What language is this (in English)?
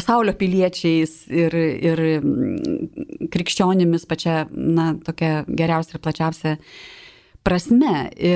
Lithuanian